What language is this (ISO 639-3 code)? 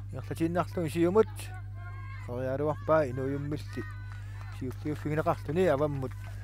kal